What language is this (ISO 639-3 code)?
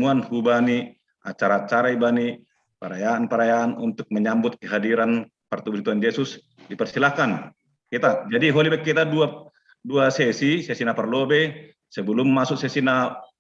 bts